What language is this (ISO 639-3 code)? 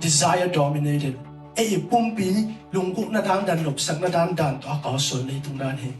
ctd